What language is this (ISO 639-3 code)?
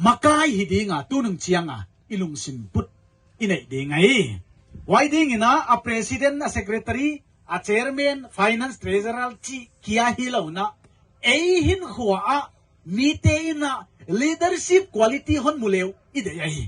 pck